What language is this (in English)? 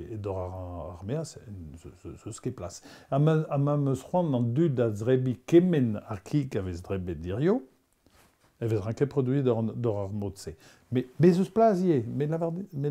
Breton